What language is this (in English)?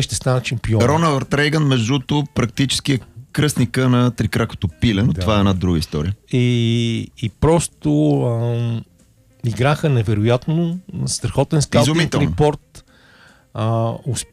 Bulgarian